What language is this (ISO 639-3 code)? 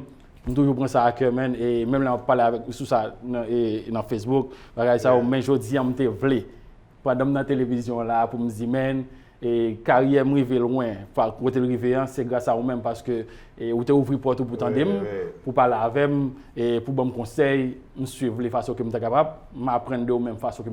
hat